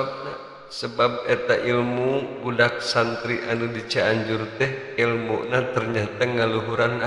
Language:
Sundanese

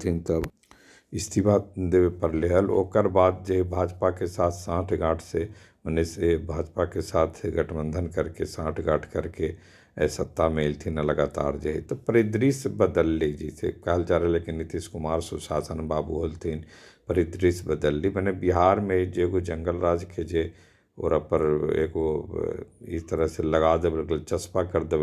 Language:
Magahi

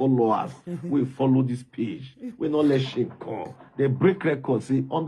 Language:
Nigerian Pidgin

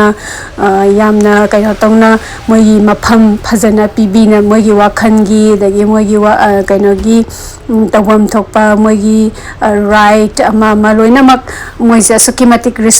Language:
Manipuri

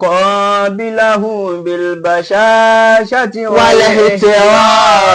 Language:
Yoruba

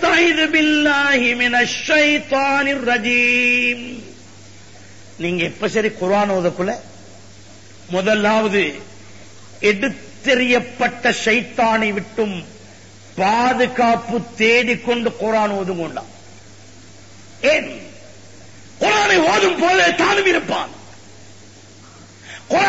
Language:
Tamil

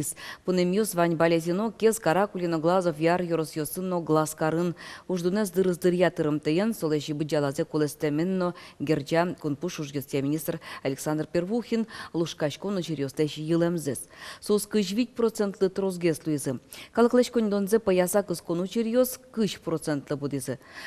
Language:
Udmurt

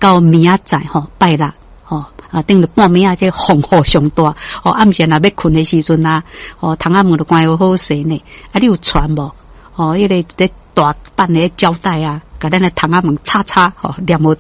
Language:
Min Nan Chinese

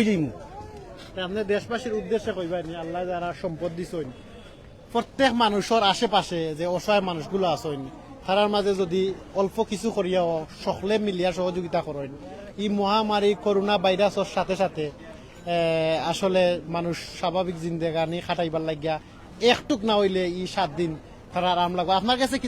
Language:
Sylheti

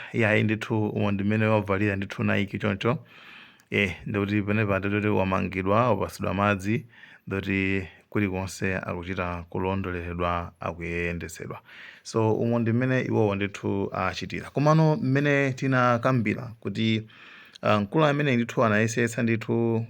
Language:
Nyanja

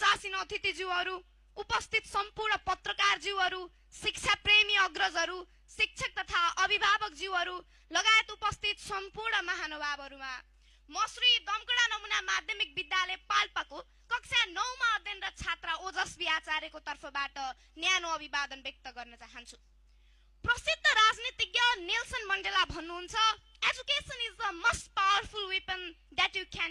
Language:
Nepali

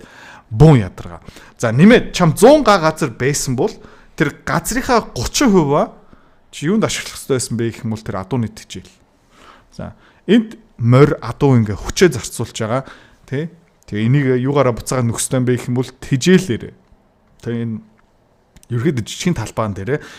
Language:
Mongolian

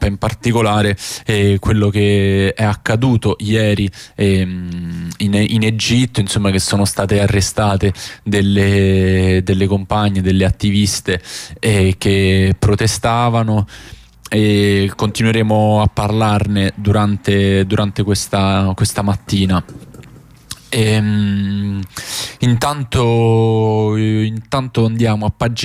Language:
Italian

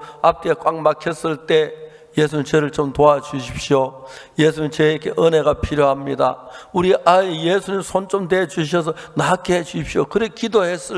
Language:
Korean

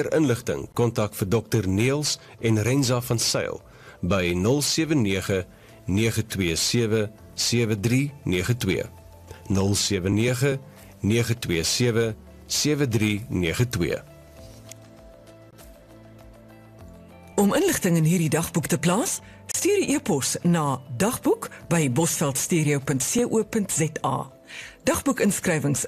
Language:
Afrikaans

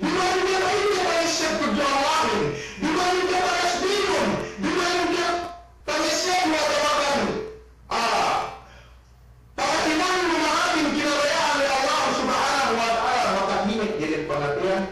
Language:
Yakan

